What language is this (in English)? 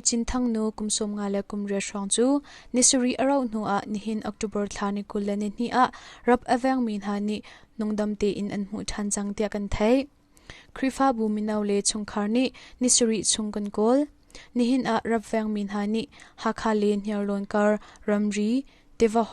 Hakha Chin